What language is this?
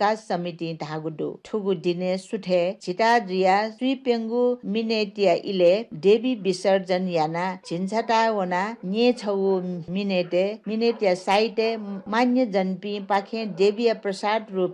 Newari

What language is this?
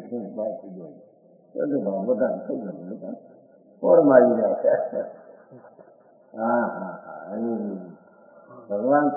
Gujarati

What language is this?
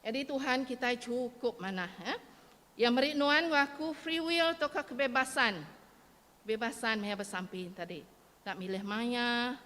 Iban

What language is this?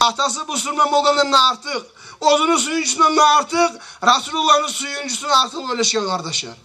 Kumyk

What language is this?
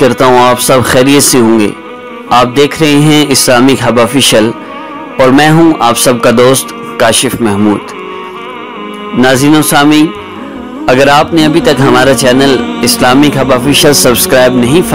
Urdu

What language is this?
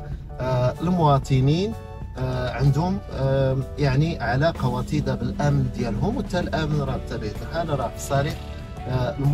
Moroccan Arabic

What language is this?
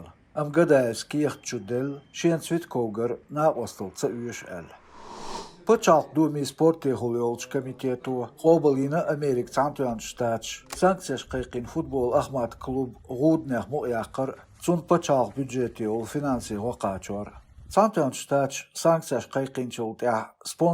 Chechen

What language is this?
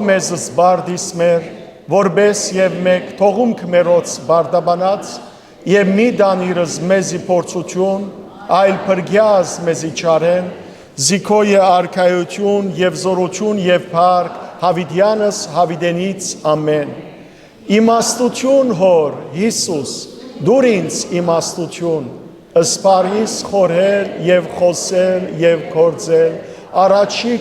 Western Armenian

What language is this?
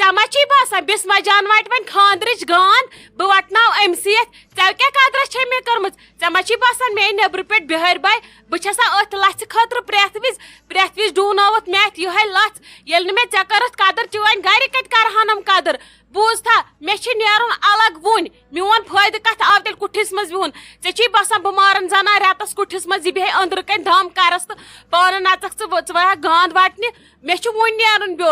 Kashmiri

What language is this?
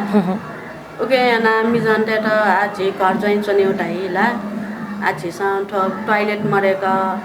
Newari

